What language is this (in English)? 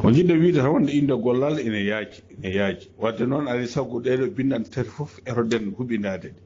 Fula